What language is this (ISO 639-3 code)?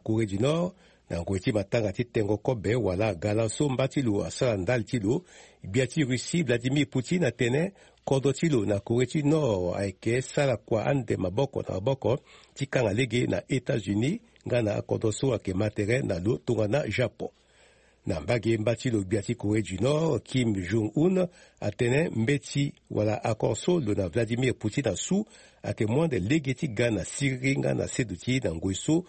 sag